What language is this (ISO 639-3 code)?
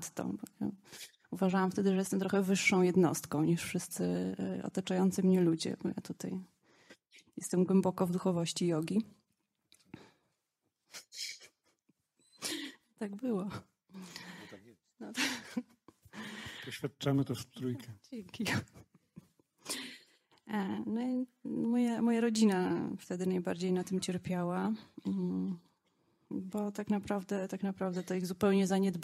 pol